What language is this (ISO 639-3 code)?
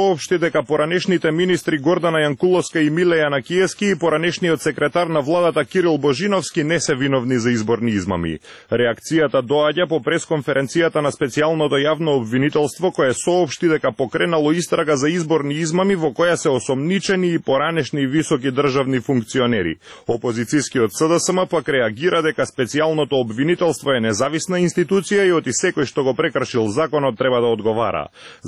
mkd